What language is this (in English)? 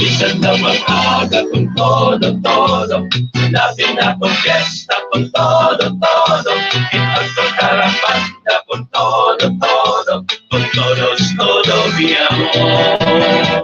Waray